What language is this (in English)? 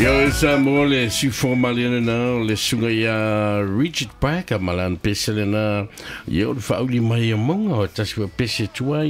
Samoan